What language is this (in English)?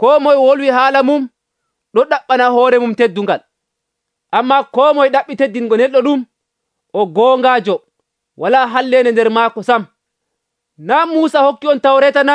Nigerian Fulfulde